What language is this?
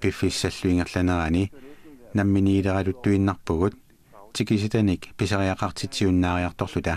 Kalaallisut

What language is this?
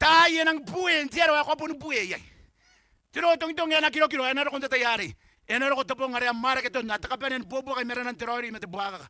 Gilbertese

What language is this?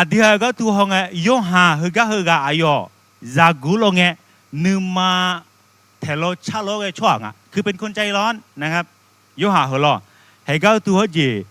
Akha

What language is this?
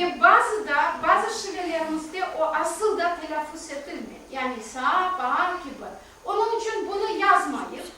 Crimean Tatar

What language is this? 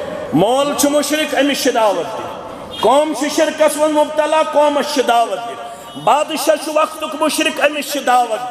Kashmiri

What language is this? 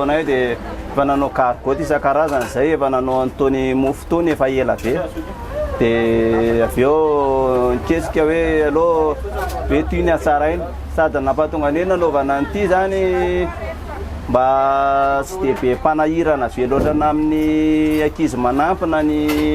Malagasy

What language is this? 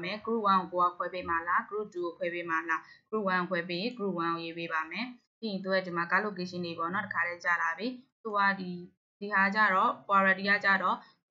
Burmese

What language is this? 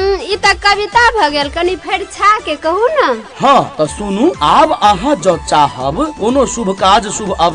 Maithili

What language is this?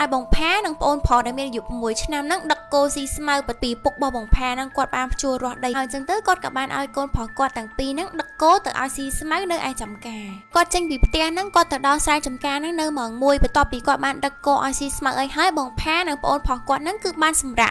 Khmer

